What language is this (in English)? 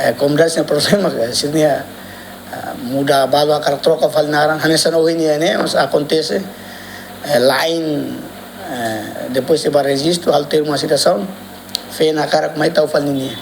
Tetum